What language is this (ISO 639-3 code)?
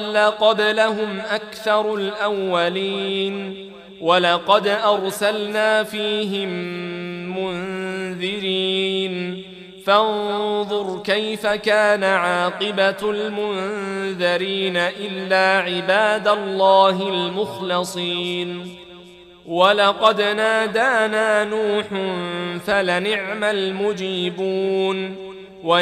ara